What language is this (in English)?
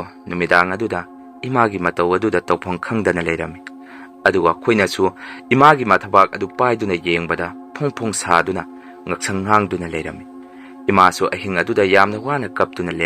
Manipuri